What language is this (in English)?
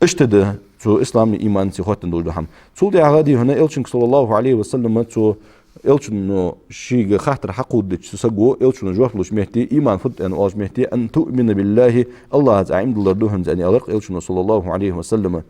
Ingush